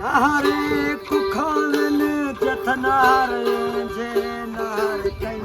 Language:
Saraiki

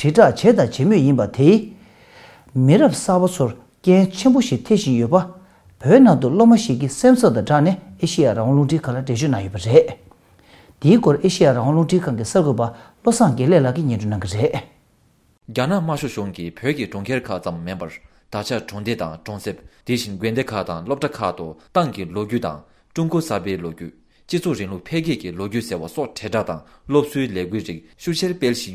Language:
Tibetan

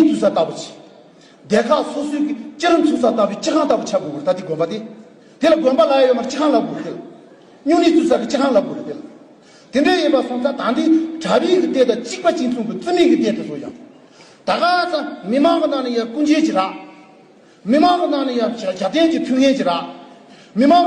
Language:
Tibetan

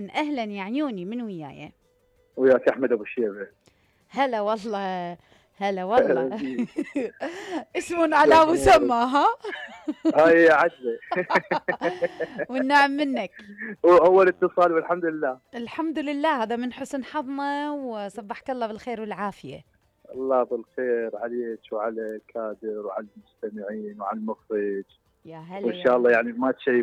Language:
Mesopotamian Arabic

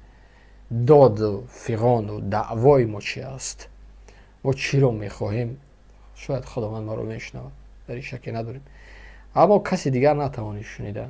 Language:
Tajik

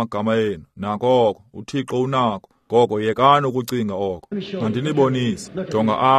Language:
Xhosa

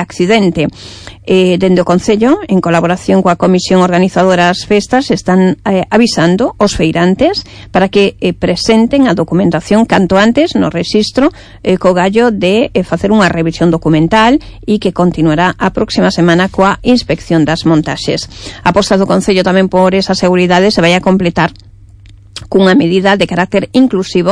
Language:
Galician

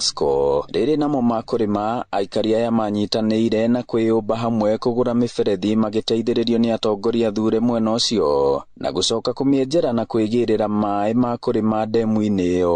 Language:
Kikuyu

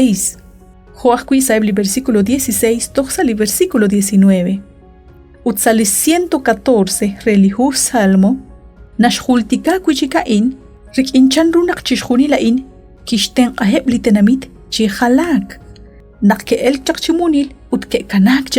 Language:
Kekchí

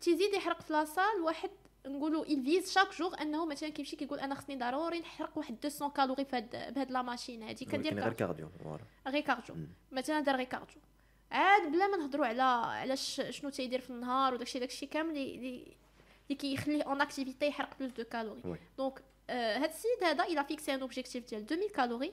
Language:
Moroccan Arabic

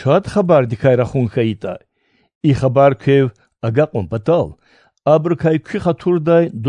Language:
Lezghian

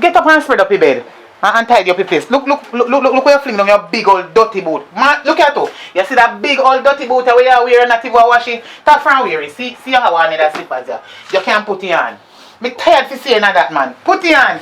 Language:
Jamaican Creole English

